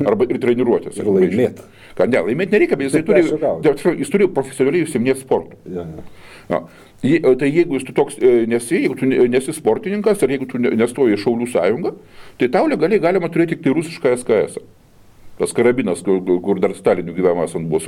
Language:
Lithuanian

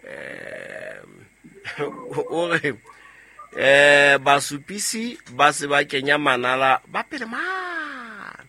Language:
Southern Sotho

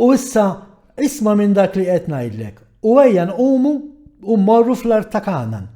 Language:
Maltese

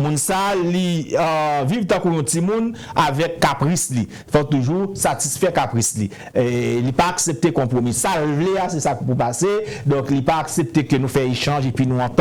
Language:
Haitian Creole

